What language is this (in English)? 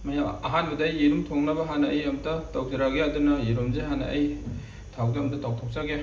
Manipuri